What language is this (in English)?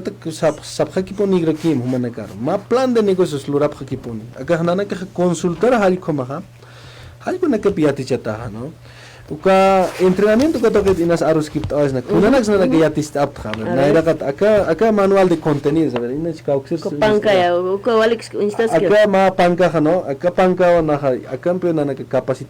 Aymara